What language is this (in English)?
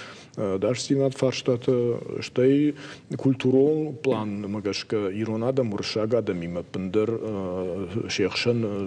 Ossetic